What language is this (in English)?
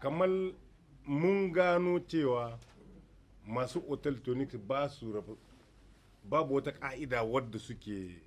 Hausa